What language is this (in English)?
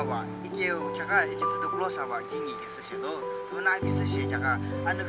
Yimchungru Naga